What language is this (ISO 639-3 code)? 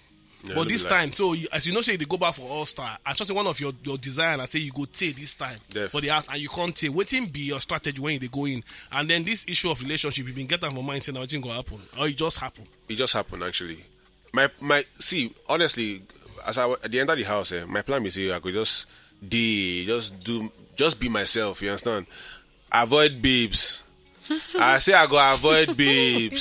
pcm